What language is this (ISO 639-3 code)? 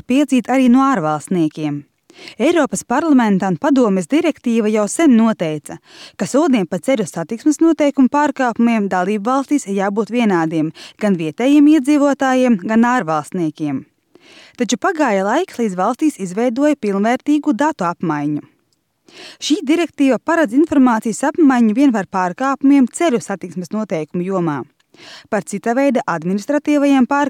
lav